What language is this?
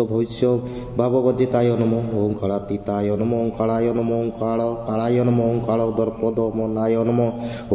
Sanskrit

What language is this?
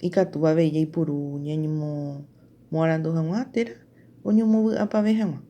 Guarani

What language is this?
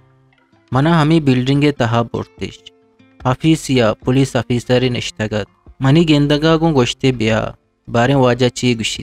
Eastern Balochi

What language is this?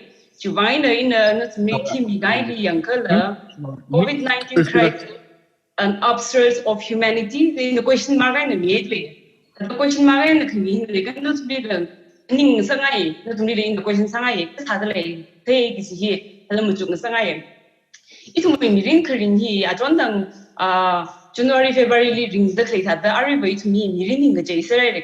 Tangkhul Naga (India)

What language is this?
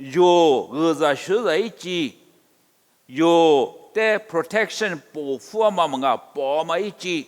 Lisu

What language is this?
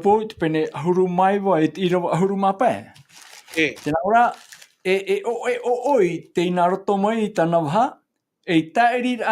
Tahitian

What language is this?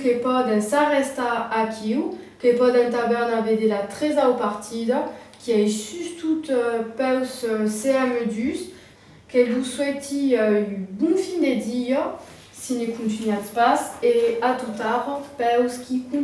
Occitan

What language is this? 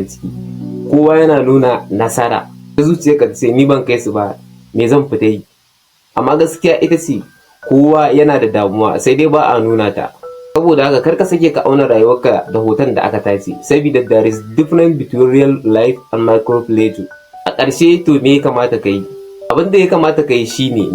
Hausa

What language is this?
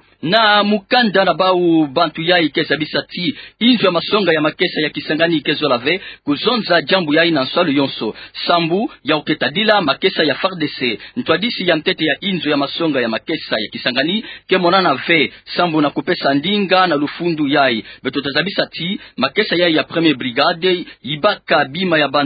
Kituba (Democratic Republic of Congo)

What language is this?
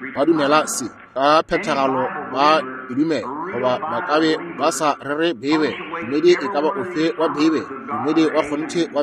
Northern Sotho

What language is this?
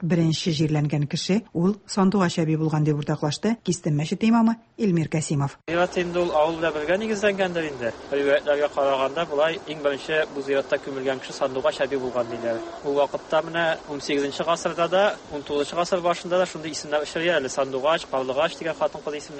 Tatar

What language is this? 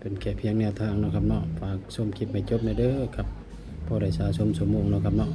Northeastern Thai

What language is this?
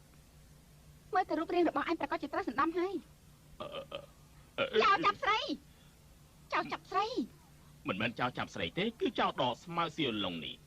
Khmer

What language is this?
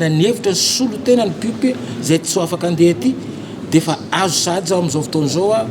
Malagasy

